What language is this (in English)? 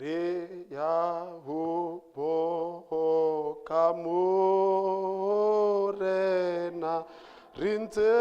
Southern Sotho